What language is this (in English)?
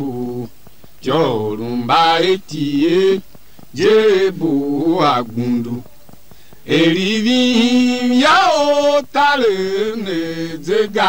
Tiv